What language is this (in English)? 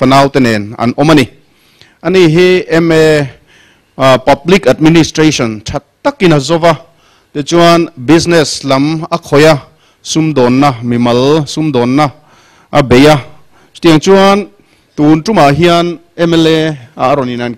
Mizo